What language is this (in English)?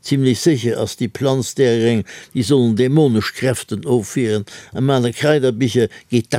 Luxembourgish